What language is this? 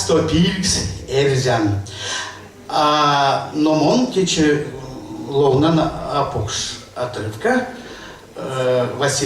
Erzya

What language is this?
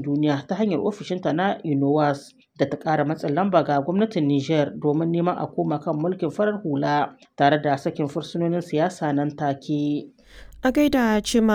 Hausa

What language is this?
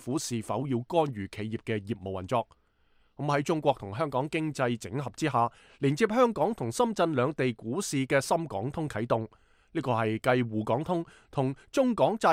Cantonese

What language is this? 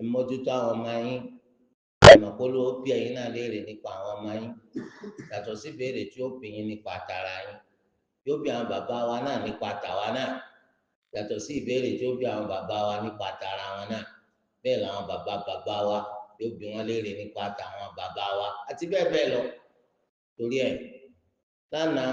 Yoruba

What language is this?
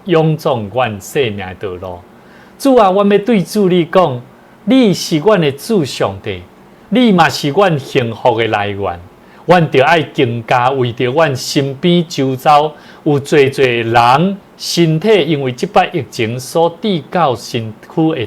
Min Nan Chinese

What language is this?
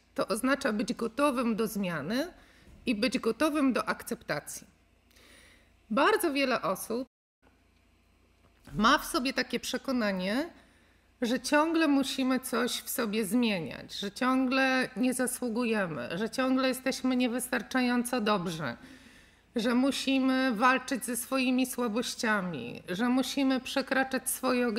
Polish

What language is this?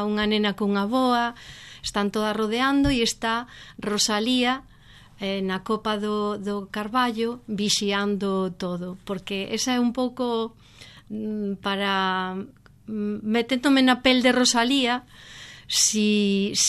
Galician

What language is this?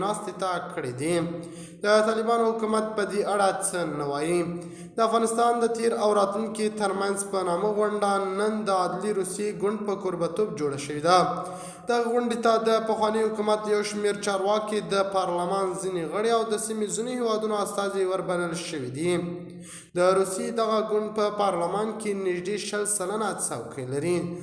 Pashto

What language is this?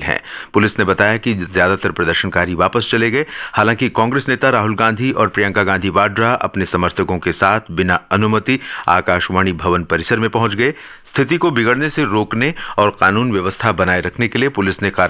Hindi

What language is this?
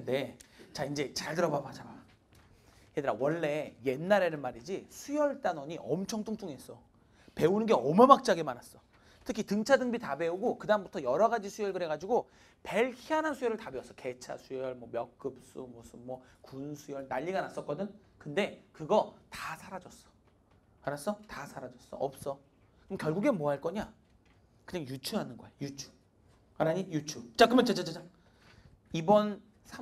Korean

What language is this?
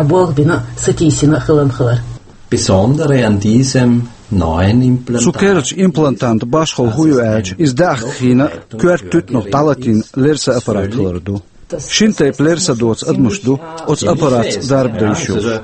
Chechen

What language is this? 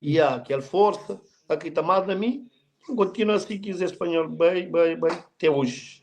Kabuverdianu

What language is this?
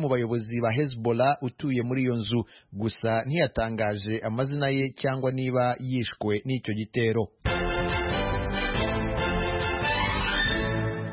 Kinyarwanda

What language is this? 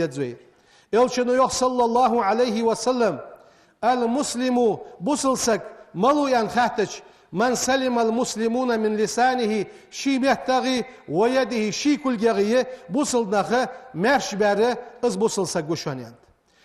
Ingush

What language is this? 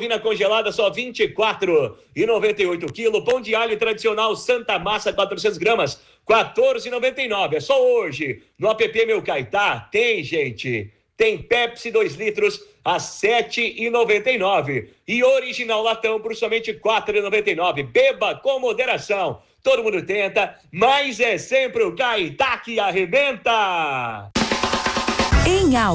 Portuguese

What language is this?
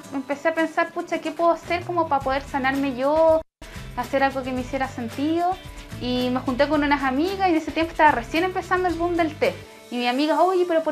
Spanish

